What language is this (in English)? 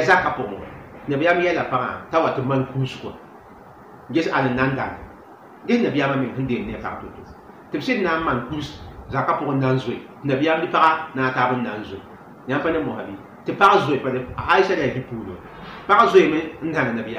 Mossi